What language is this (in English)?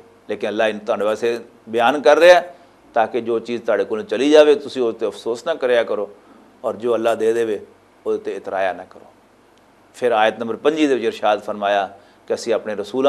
Western Panjabi